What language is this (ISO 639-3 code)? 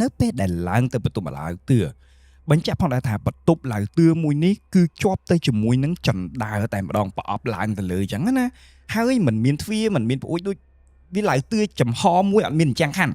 khm